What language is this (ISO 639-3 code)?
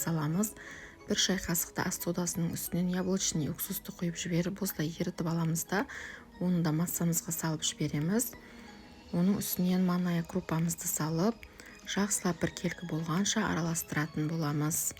kaz